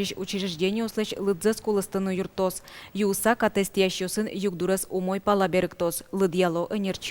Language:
Udmurt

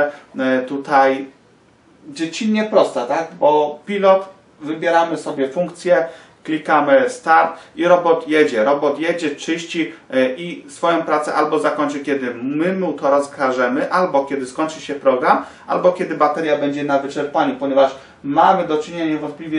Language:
Polish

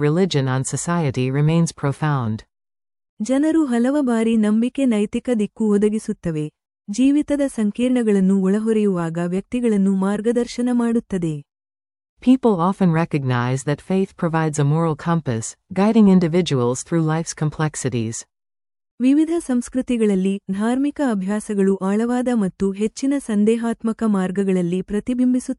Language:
Kannada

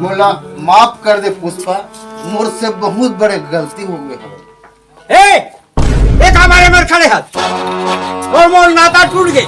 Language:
Chhattisgarhi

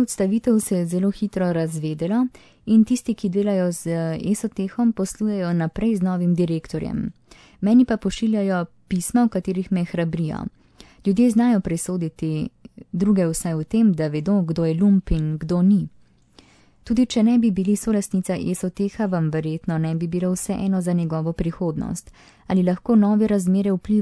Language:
Slovenian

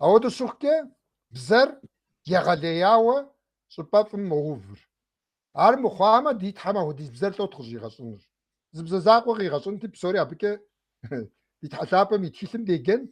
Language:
Kabardian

